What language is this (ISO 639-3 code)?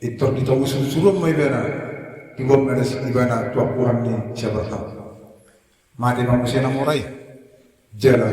bbc